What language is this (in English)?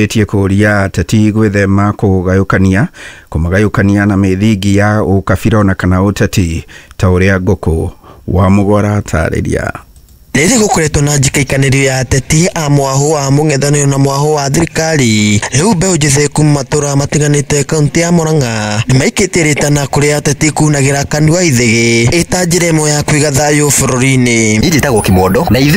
Kikuyu